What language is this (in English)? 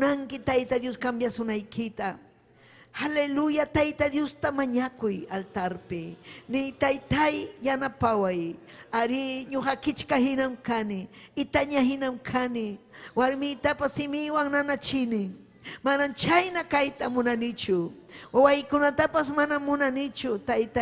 Ayacucho Quechua